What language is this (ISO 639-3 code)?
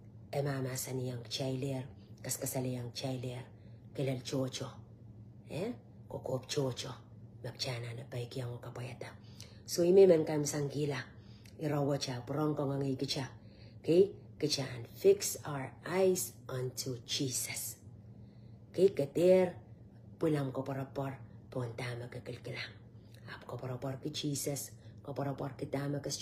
pon